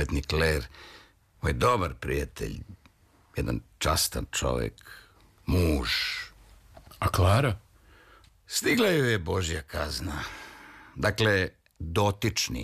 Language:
Serbian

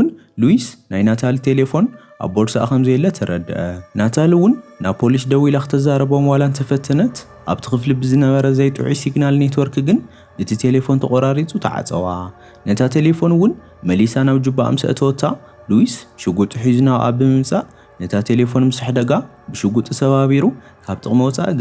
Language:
Tigrinya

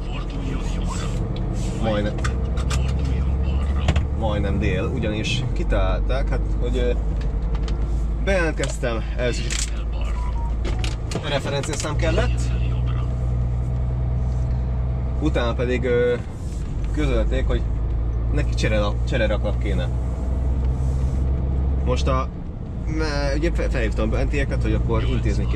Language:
Hungarian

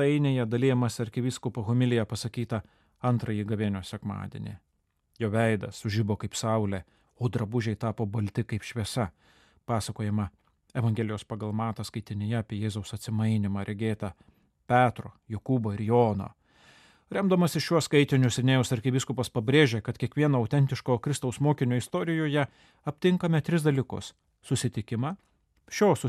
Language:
Lithuanian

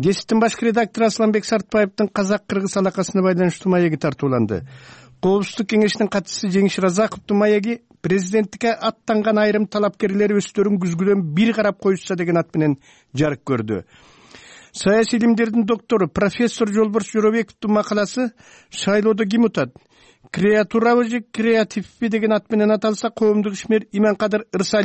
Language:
Kyrgyz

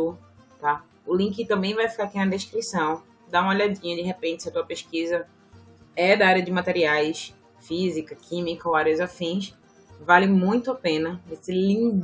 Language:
Portuguese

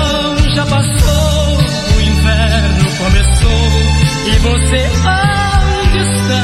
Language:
Portuguese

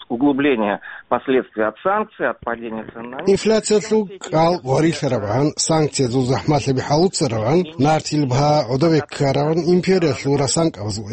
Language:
Avaric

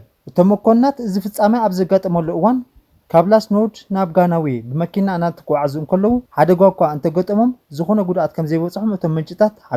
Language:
Tigrinya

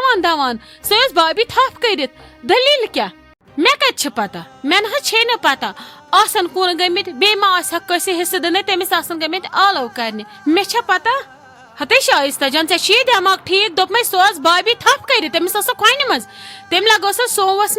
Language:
Kashmiri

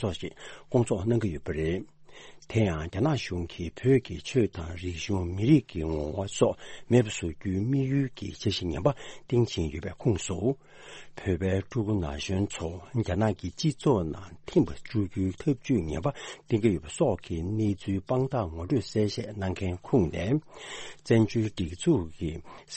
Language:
Tibetan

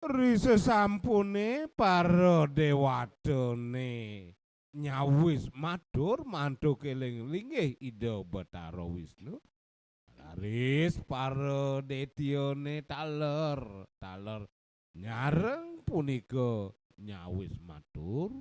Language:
Balinese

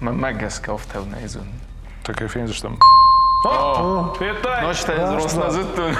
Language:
Ossetic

